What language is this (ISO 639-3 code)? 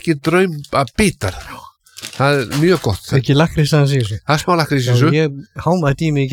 isl